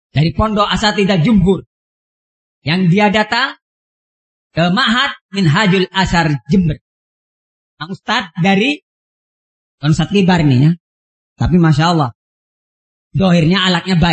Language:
Indonesian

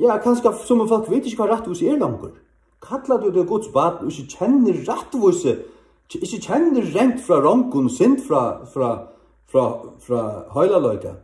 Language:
Faroese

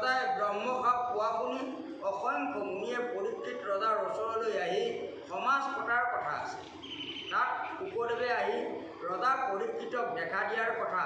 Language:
Assamese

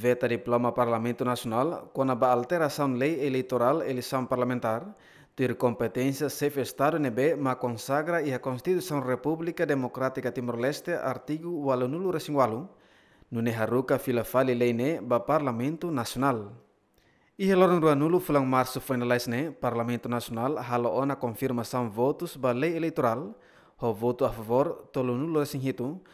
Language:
Tetum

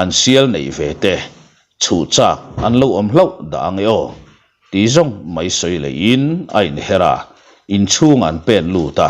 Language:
Mizo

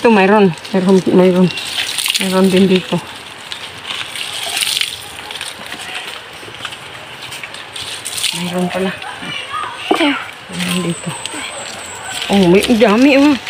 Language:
Filipino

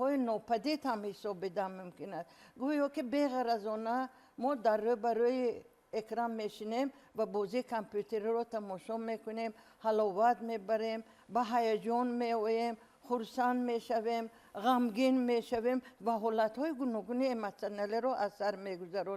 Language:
Tajik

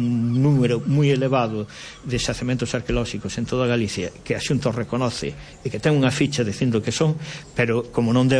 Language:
Galician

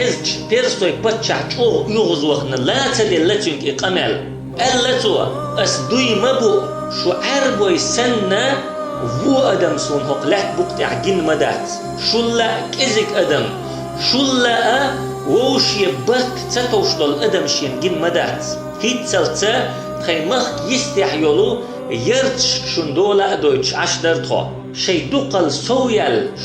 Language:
Chechen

